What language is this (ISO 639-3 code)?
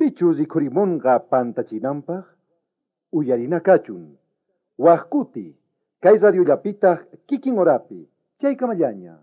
quh